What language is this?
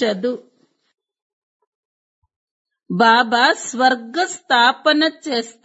Telugu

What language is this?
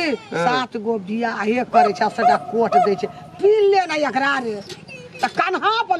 Maithili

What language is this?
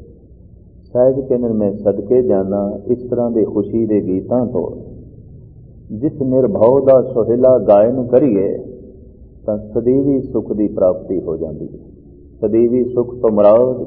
Punjabi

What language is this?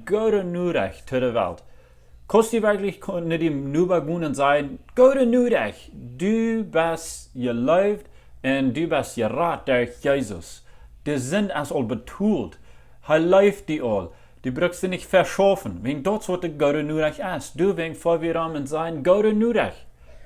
Plautdietsch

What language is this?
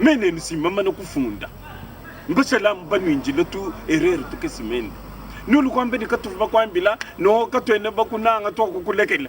Luba-Lulua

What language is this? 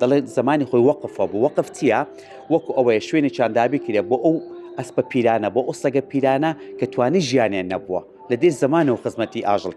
Central Kurdish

